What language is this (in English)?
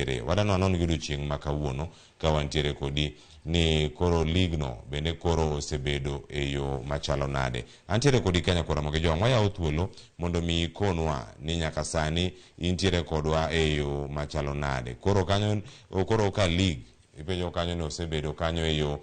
Luo (Kenya and Tanzania)